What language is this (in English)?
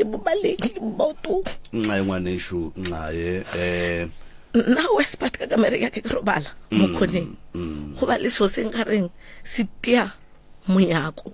Northern Sotho